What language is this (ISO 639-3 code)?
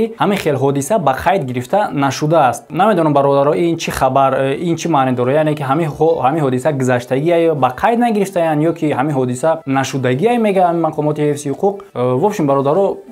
tgk